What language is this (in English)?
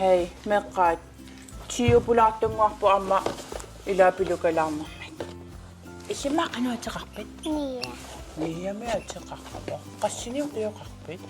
Kalaallisut